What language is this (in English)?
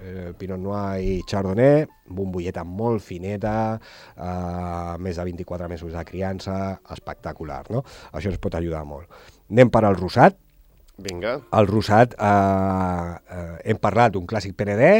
Catalan